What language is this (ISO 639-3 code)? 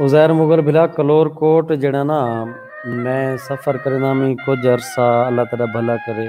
skr